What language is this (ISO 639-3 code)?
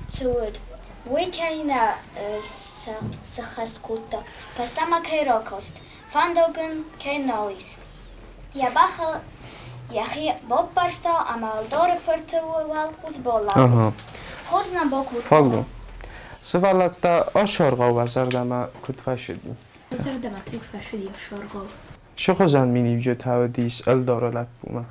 oss